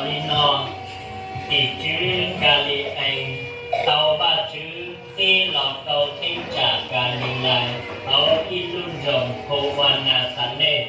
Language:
Hmong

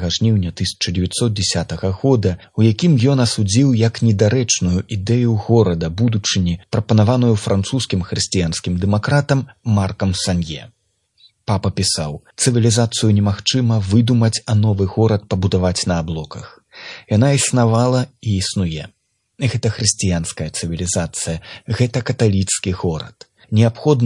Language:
Belarusian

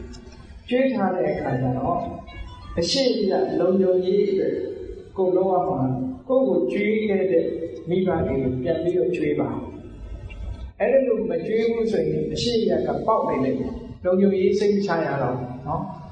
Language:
Burmese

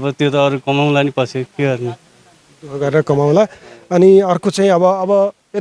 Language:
Nepali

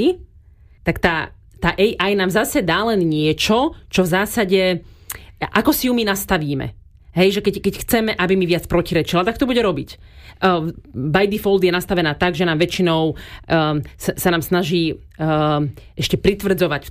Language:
Slovak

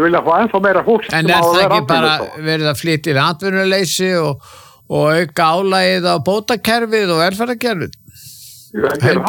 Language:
Icelandic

